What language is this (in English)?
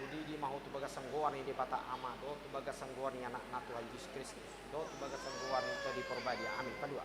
Batak Toba